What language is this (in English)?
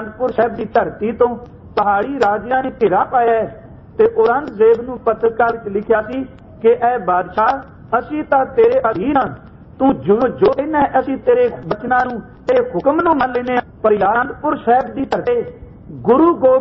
Punjabi